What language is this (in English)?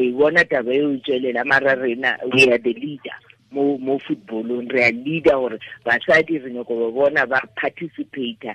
Tswana